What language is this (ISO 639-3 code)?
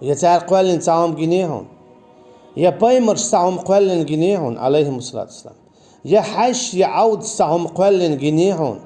che